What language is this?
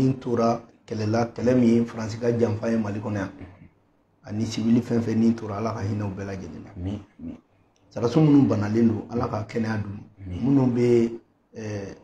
Bambara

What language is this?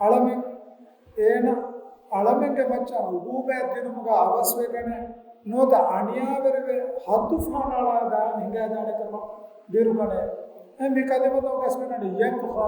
Divehi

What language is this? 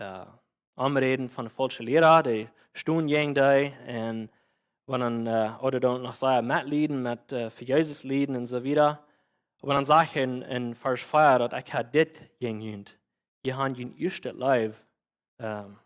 Plautdietsch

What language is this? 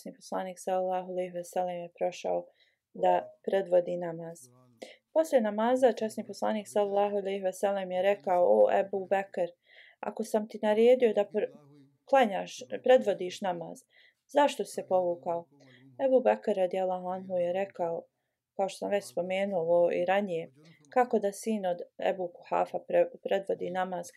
Bosnian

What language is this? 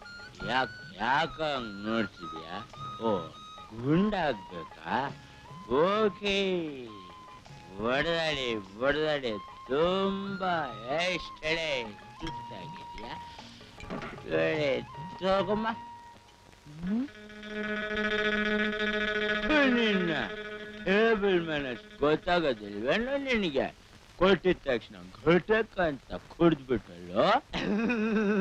Kannada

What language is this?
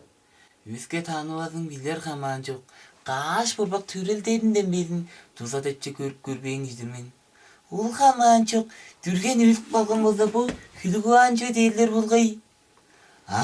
Tuvinian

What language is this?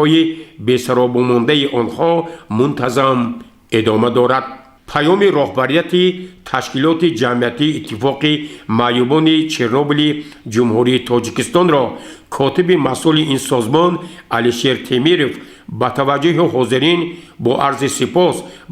Tajik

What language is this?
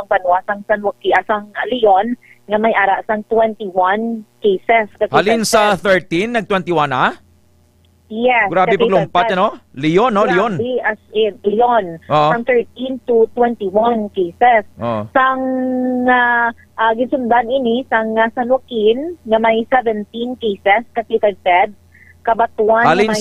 Hiligaynon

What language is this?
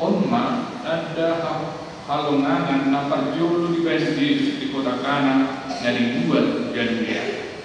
Batak Toba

